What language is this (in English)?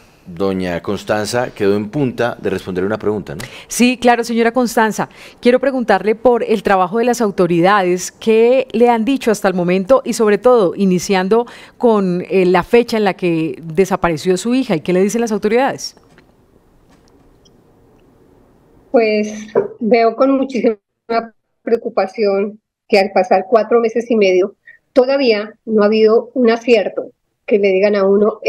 Spanish